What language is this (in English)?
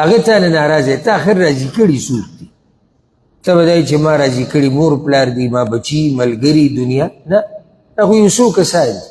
Pashto